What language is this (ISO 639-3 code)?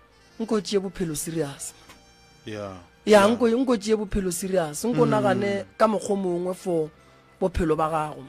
nso